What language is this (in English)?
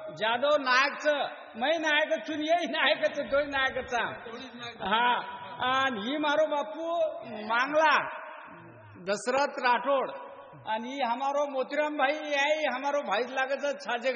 Lambadi